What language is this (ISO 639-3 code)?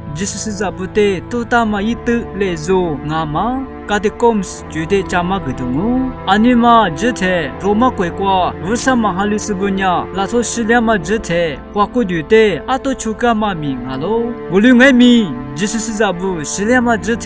lis